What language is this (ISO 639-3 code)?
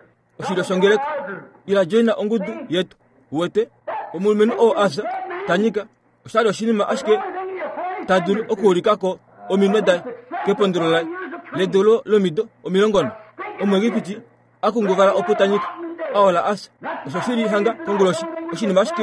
kua